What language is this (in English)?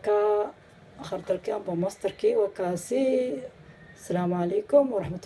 Somali